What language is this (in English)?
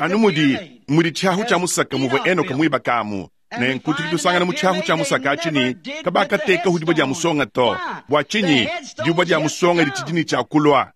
Luba-Lulua